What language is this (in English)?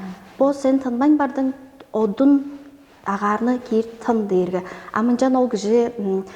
Tuvinian